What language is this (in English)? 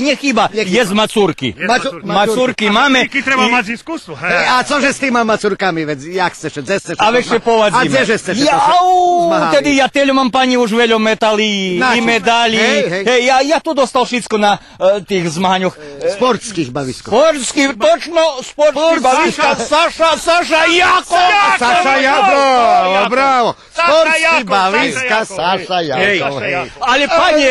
Rusyn